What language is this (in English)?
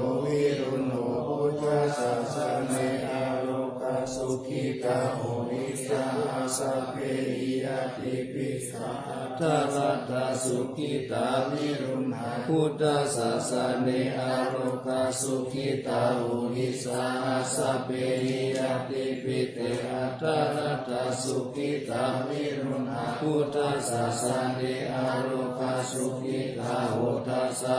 Pali